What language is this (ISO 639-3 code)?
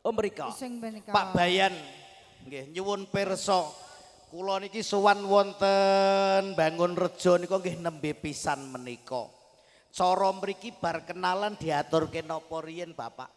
jav